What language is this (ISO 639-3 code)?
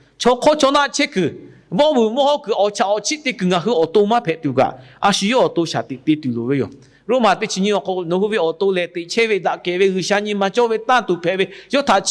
lhu